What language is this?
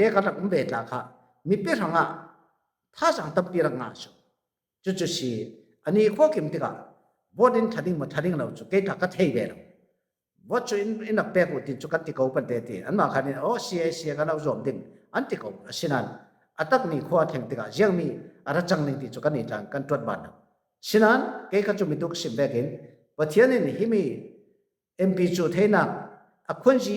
Falam Chin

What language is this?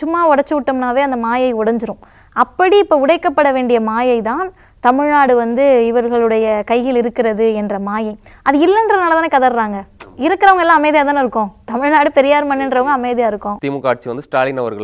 Tamil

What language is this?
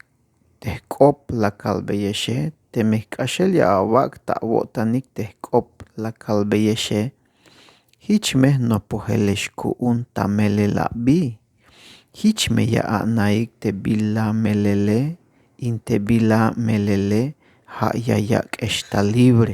Tzeltal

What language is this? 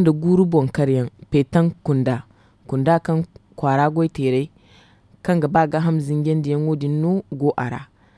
Zarma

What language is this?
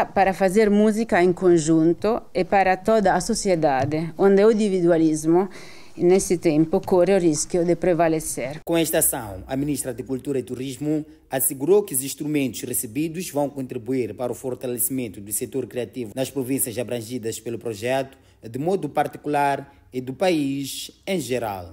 Portuguese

